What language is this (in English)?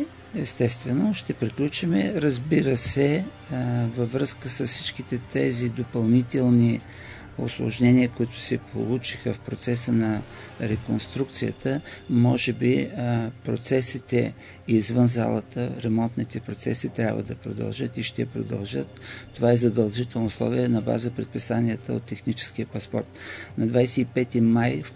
Bulgarian